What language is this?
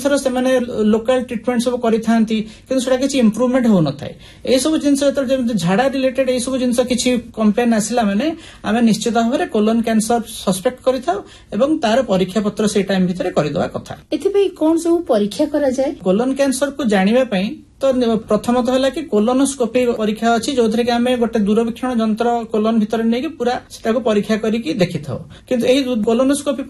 Odia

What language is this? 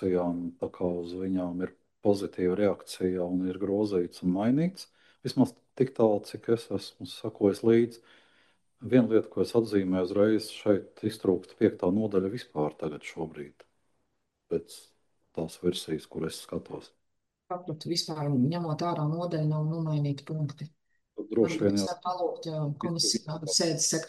Latvian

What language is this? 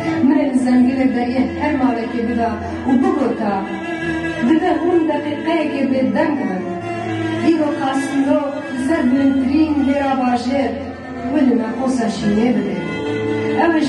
Kurdish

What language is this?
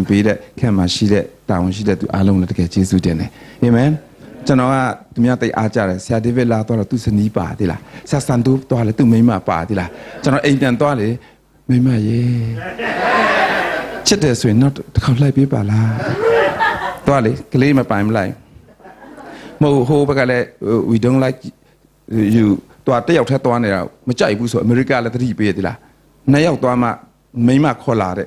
Burmese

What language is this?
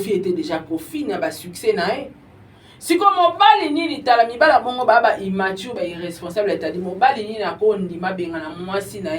Lingala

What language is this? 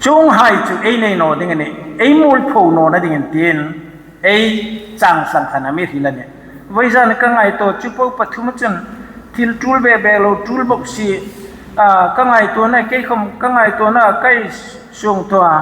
Hmar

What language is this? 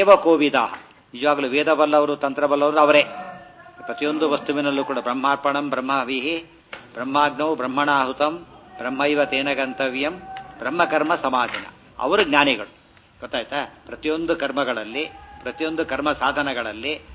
Kannada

